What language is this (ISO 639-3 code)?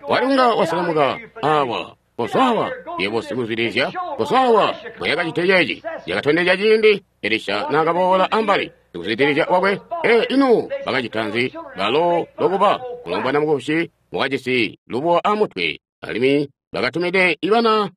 toi